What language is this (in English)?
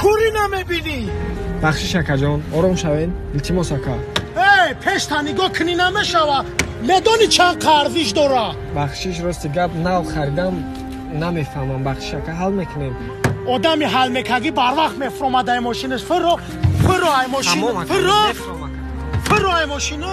Tajik